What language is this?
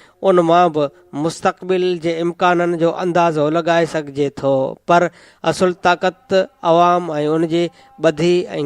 Sindhi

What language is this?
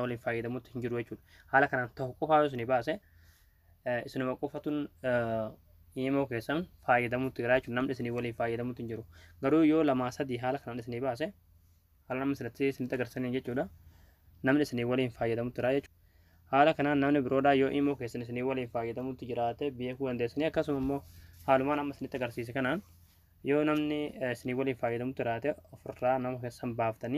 Oromo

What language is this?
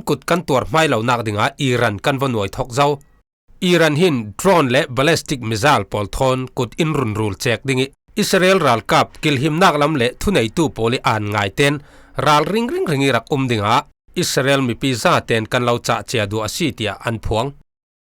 Falam Chin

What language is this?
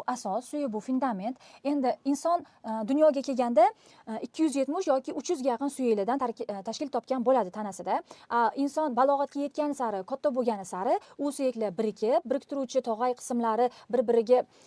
Uzbek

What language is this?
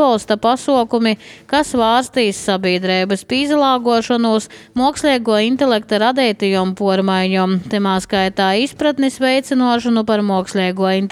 Latvian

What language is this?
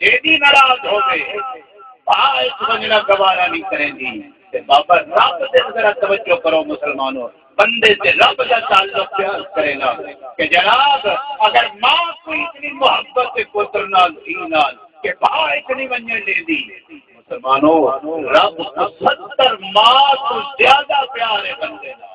Saraiki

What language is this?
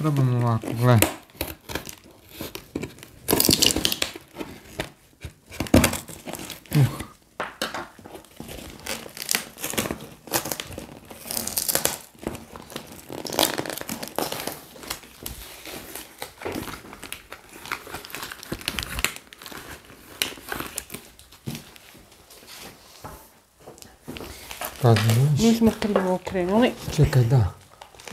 Croatian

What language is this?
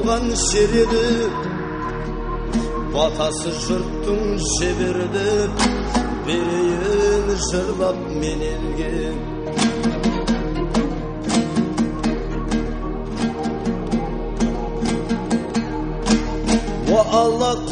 Kazakh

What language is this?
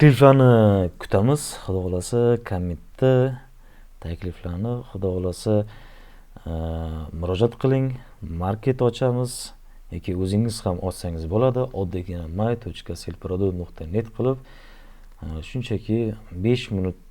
Uzbek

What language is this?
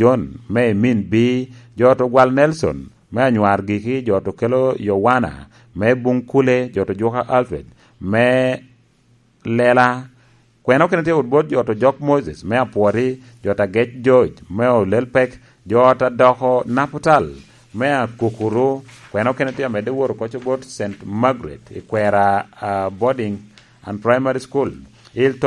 Lango (Uganda)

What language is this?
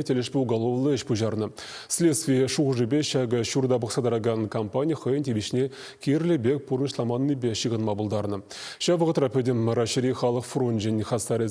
Chuvash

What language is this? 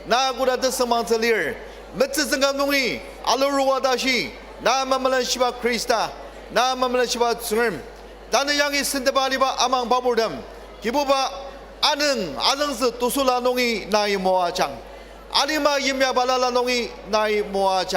Ao Naga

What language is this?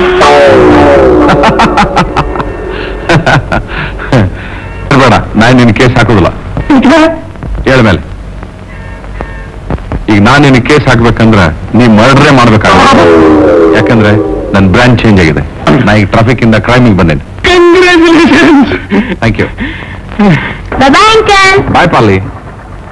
Kannada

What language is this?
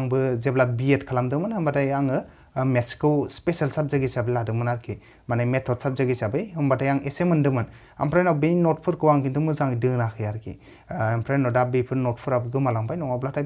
Bodo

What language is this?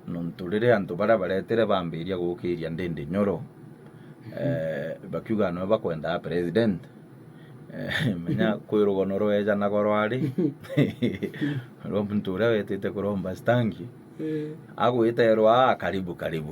Meru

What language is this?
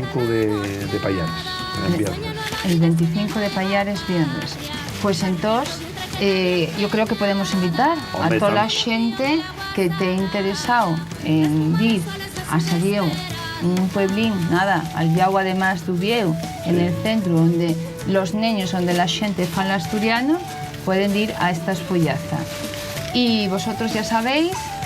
Asturian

